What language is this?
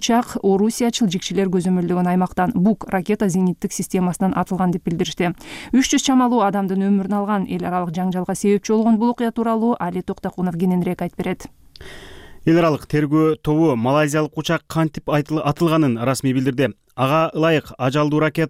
Kyrgyz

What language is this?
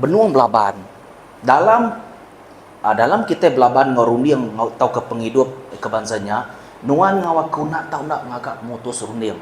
Iban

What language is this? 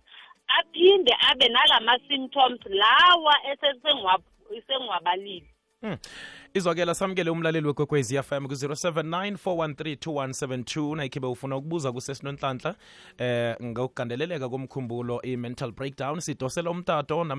South Ndebele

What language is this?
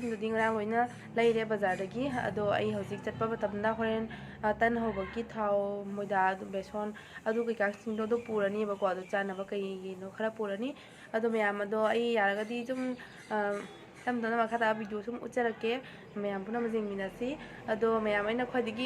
Manipuri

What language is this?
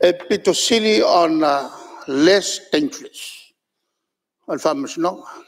Samoan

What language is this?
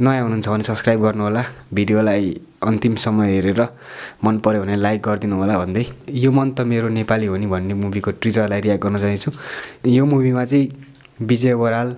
Nepali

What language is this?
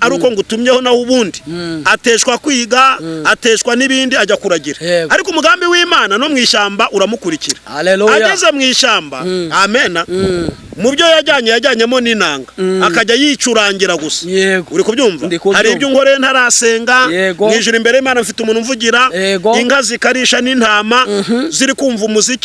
Kinyarwanda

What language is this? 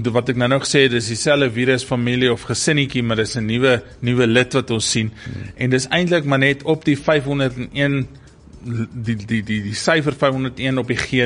Afrikaans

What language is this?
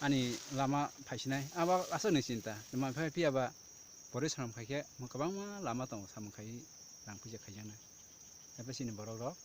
Kok Borok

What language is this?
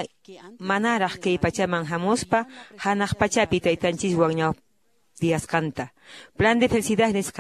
Quechua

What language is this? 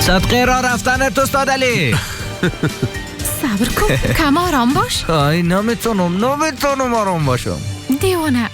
Persian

